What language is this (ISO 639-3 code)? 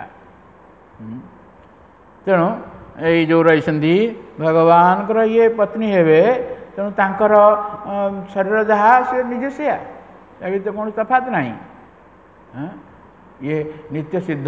ori